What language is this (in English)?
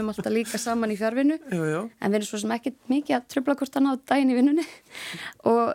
Icelandic